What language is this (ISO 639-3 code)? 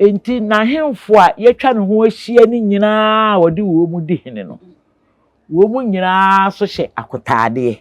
aka